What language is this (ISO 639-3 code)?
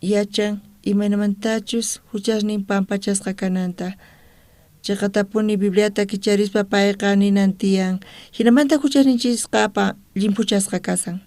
quh